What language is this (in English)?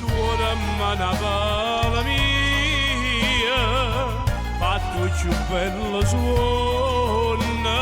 Neapolitan